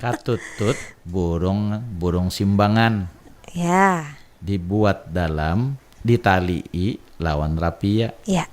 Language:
Banjar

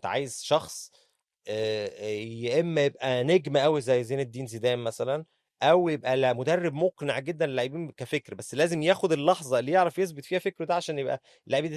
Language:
Egyptian Arabic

